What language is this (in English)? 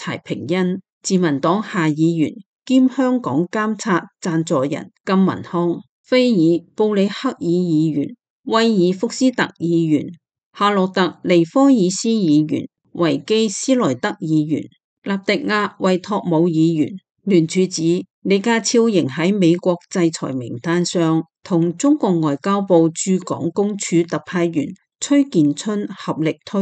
Cantonese